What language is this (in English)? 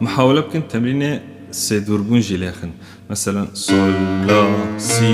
Kurdish